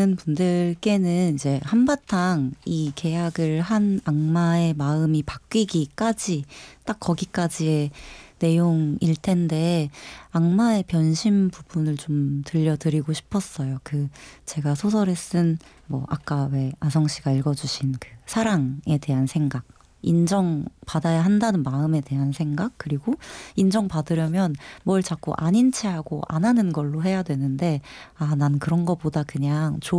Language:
Korean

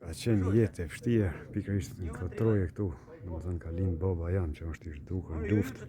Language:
Albanian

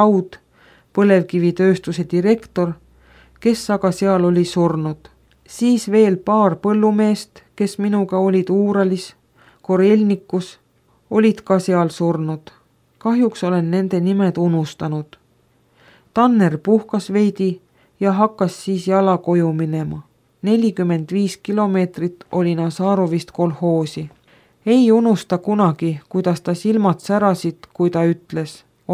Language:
Estonian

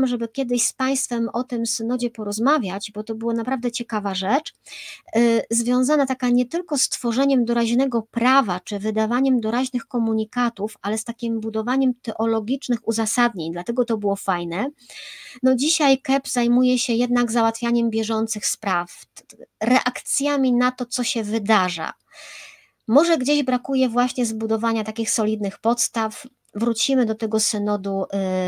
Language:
Polish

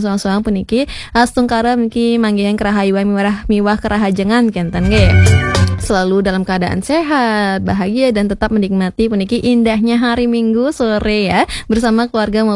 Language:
Balinese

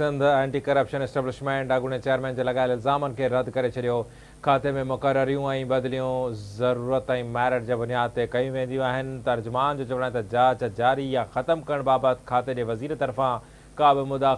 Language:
Sindhi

